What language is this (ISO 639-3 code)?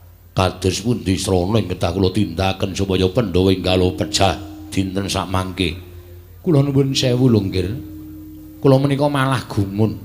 jav